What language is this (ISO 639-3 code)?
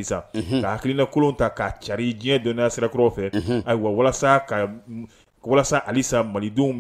bam